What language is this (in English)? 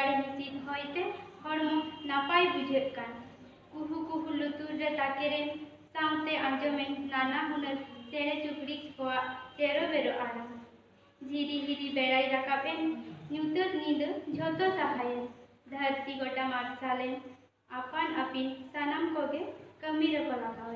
Santali